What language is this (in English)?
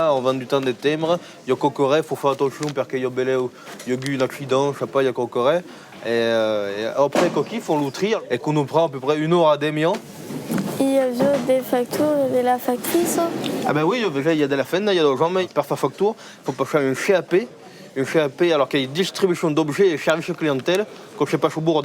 Occitan